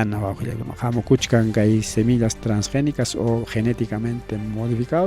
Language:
Ayacucho Quechua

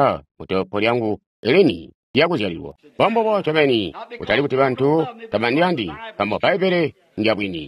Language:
Tonga (Zambia)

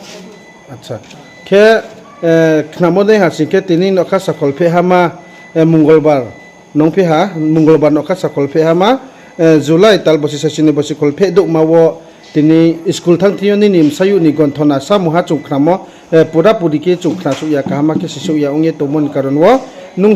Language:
Riang (India)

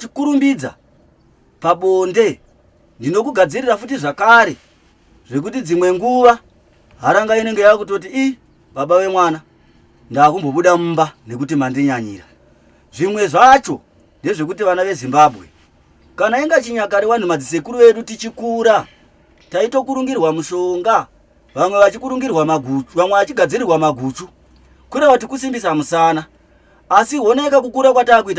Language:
Shona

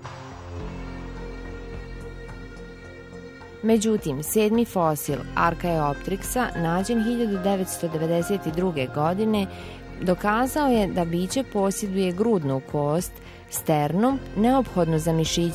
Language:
Bosnian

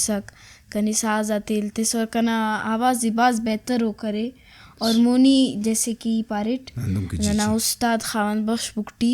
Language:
Brahui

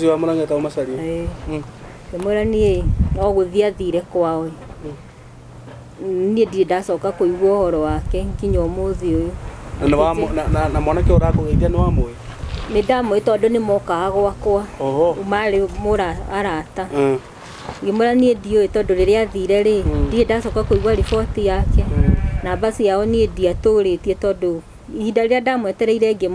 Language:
Kikuyu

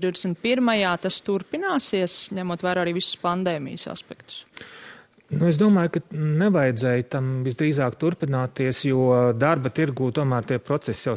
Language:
Latvian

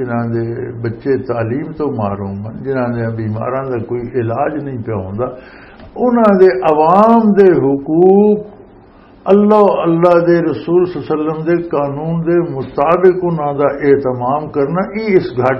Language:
Western Panjabi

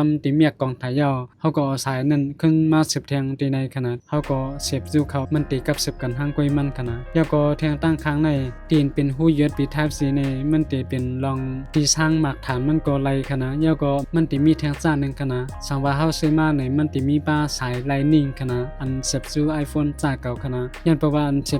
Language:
Shan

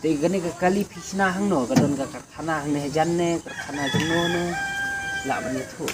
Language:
Khasi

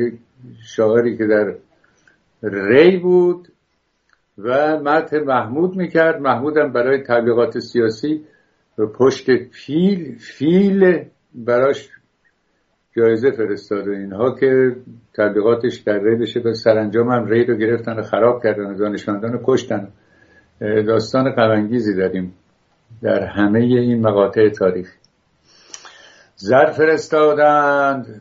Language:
Persian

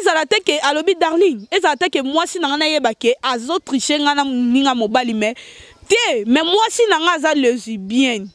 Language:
Lingala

